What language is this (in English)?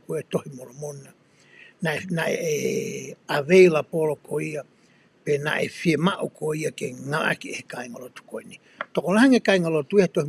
Tongan